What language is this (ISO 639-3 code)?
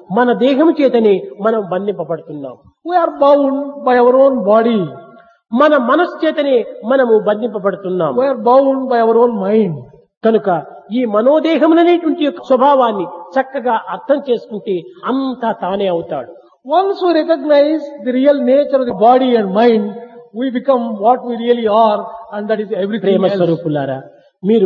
tel